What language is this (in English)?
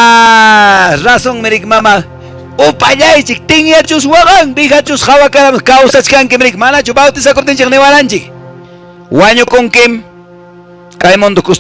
Quechua